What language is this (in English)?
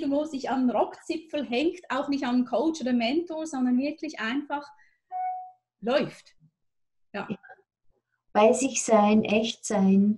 German